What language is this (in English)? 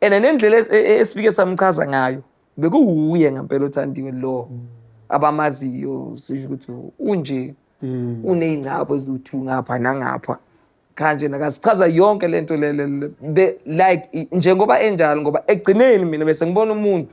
Zulu